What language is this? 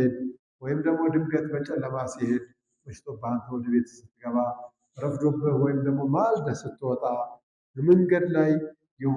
Amharic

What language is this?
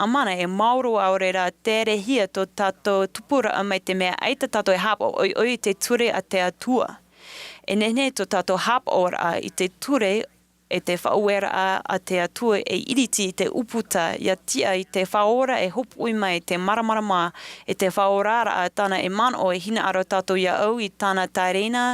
Tahitian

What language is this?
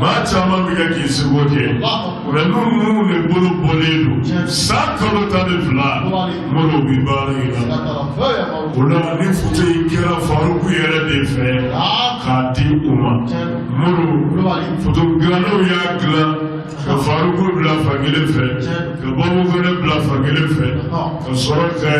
Bambara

